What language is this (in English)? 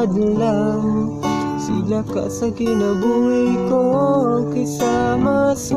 Cebuano